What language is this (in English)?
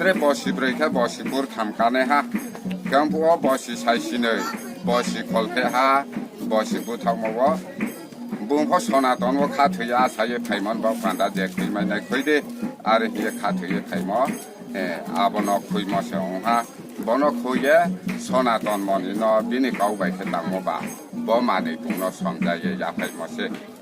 Riang (India)